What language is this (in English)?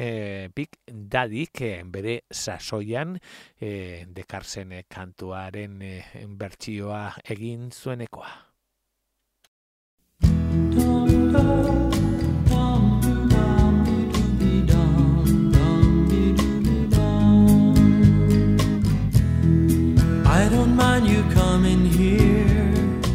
Basque